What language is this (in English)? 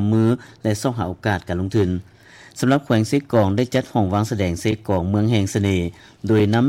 Lao